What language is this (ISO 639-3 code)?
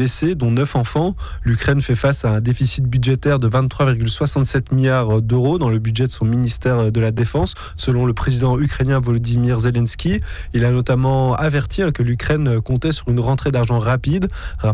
fra